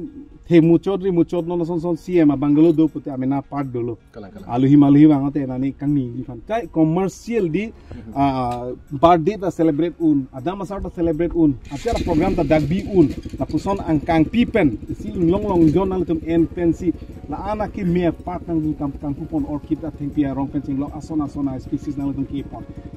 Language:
Karbi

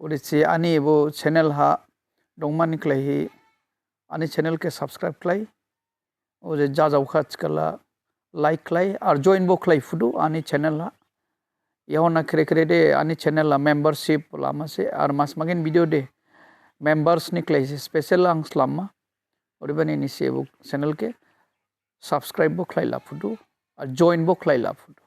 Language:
Dimasa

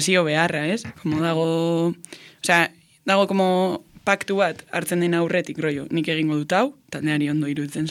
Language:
Basque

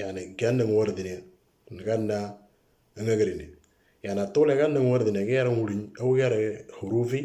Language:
Moro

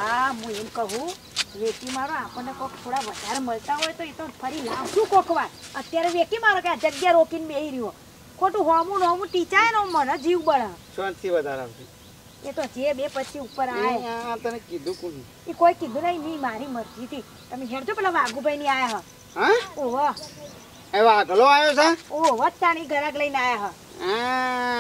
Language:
Gujarati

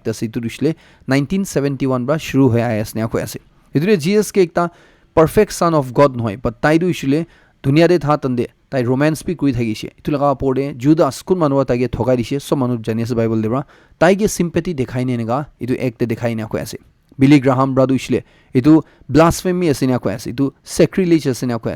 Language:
Naga Pidgin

